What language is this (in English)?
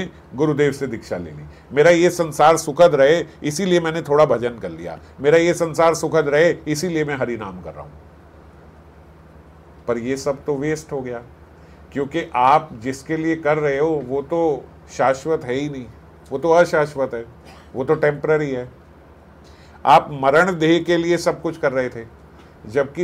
Hindi